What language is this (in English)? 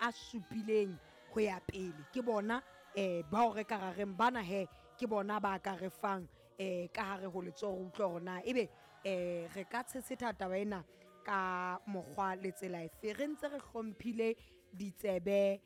Southern Sotho